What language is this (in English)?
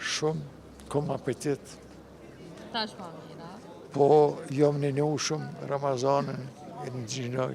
Albanian